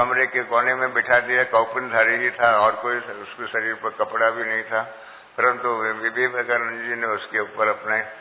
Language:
Hindi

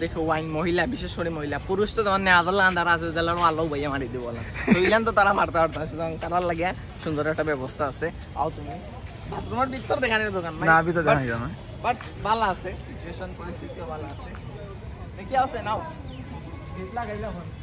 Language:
Sylheti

